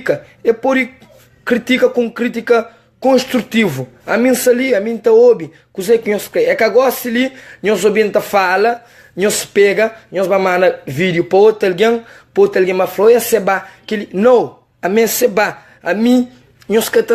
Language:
Kabuverdianu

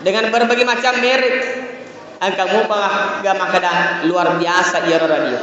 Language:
Buginese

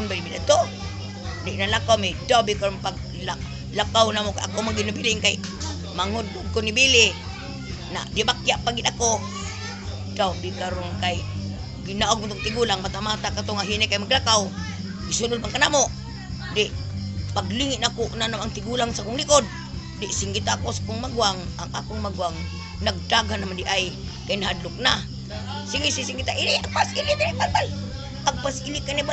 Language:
Cebuano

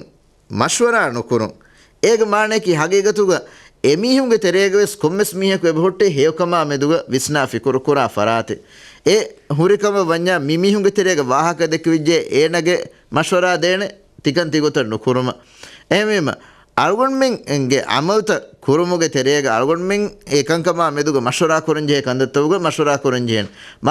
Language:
Divehi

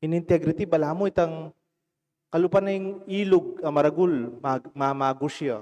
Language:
Pampanga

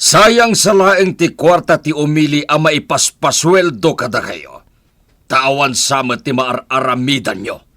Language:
Iloko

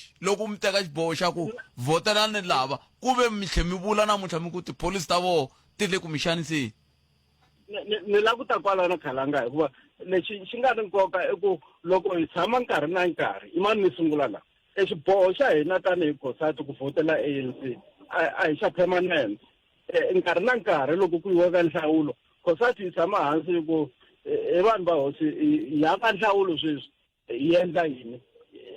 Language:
Tsonga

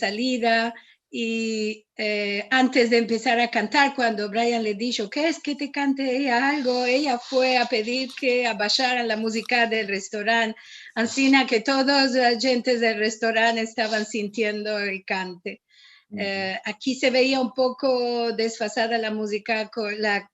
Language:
Ladino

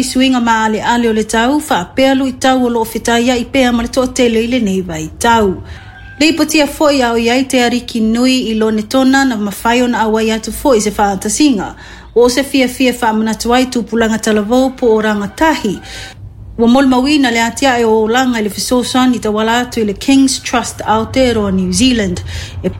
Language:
Samoan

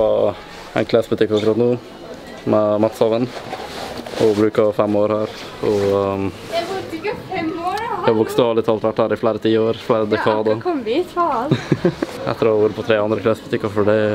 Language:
Norwegian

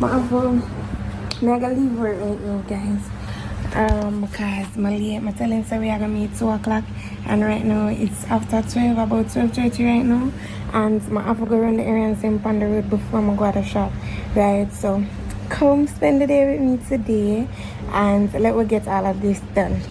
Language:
Jamaican Creole English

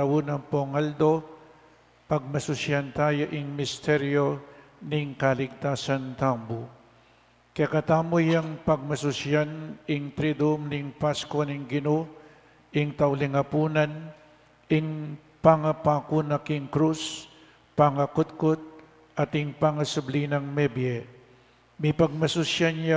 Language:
Pampanga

